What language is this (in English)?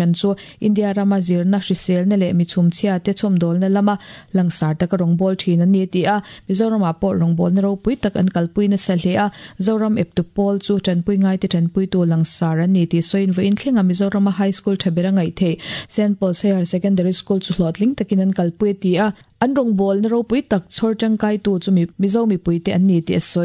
Mizo